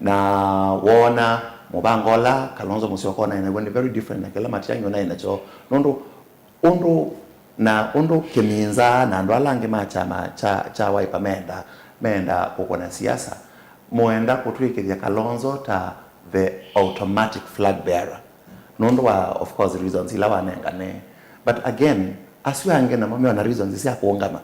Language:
Kamba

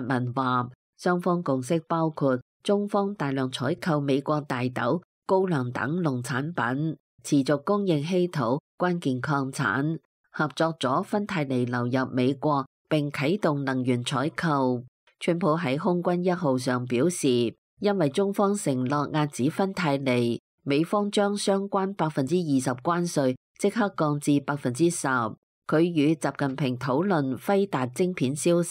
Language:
Cantonese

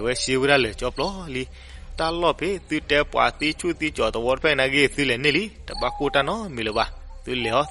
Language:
S'gaw Karen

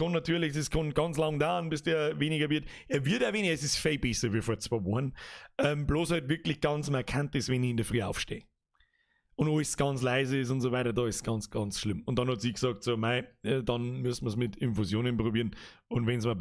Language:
Bavarian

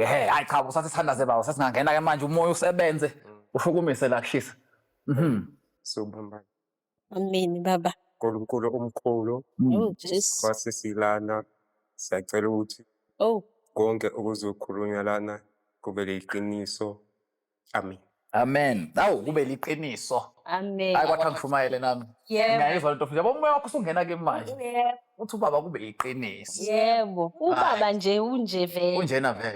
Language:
Zulu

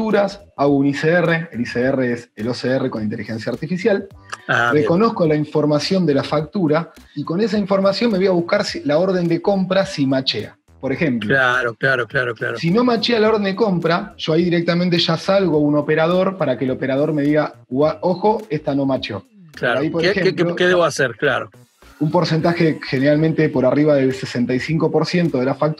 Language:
Spanish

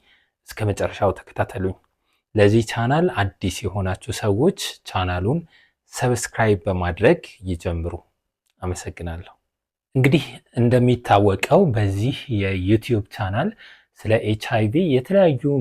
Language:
Amharic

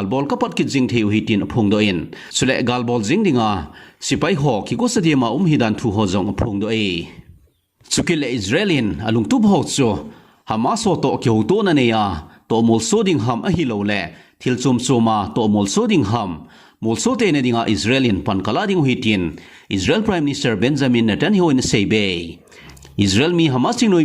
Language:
Thado Chin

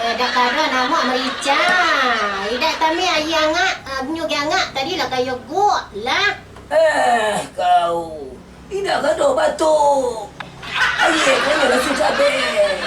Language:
Minangkabau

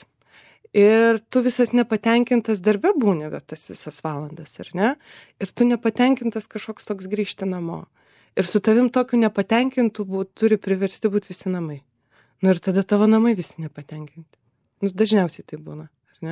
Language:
Lithuanian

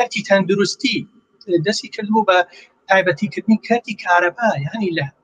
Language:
Central Kurdish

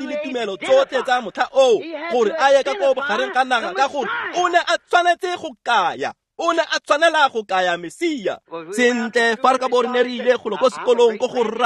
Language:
Tswana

